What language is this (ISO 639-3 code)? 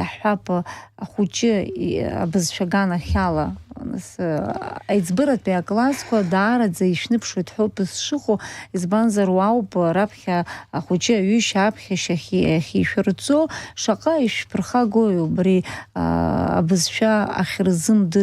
abk